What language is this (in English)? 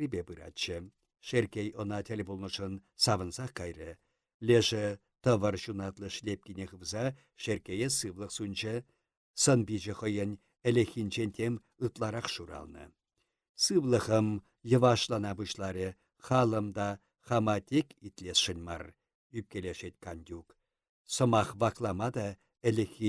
Chuvash